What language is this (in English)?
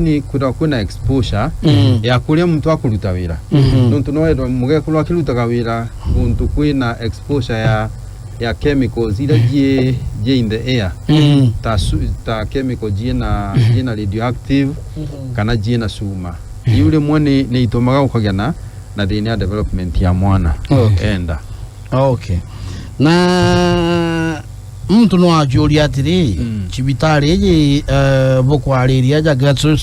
Meru